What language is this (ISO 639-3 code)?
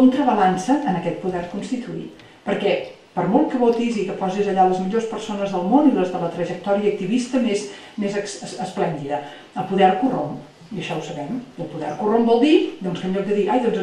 cat